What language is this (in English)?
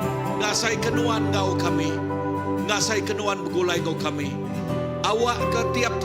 Iban